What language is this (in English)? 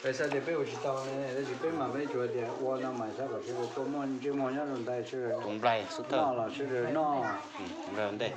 Hmong